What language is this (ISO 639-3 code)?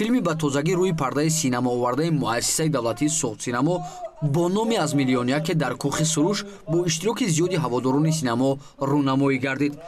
tgk